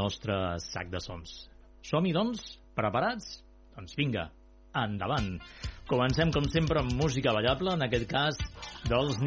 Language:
Catalan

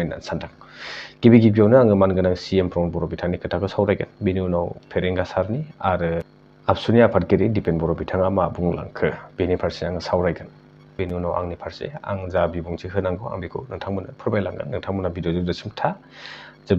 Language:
Bodo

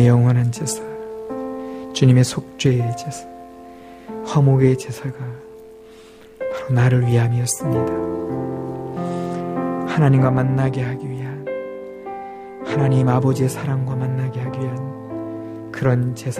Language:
Korean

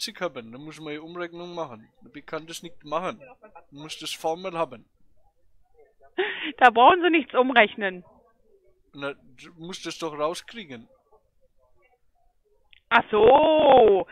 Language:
German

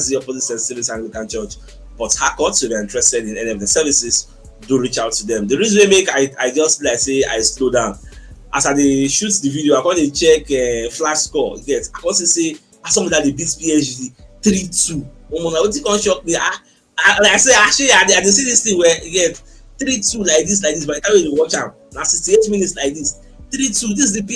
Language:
Nigerian Pidgin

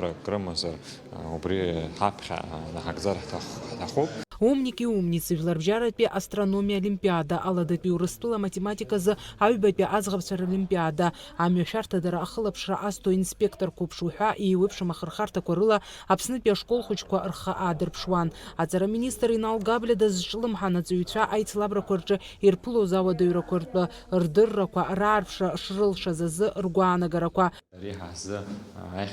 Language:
Abkhazian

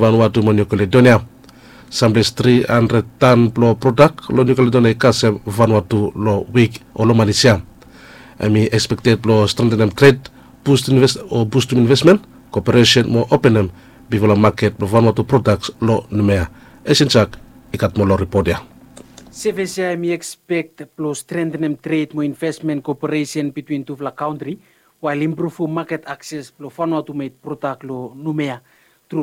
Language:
Bislama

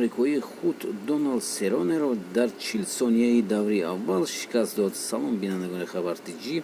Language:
Tajik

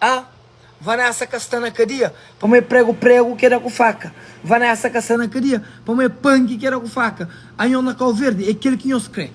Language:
Kabuverdianu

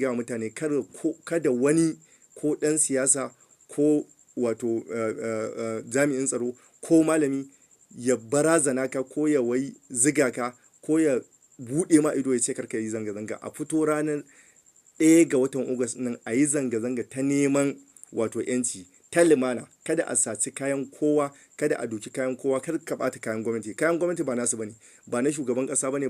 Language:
Hausa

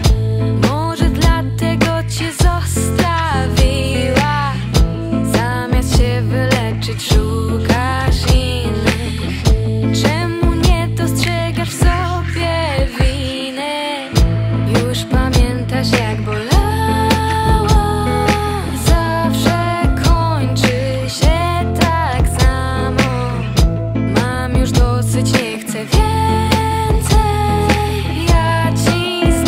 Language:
Polish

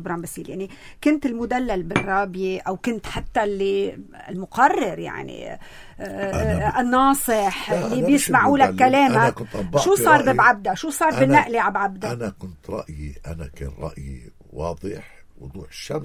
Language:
North Levantine Arabic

